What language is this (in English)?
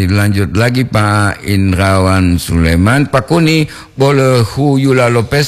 Gorontalo